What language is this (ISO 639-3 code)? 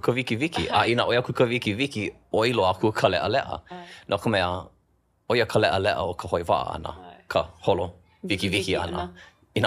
haw